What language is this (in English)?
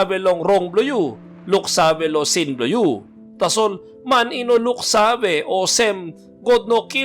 Tok Pisin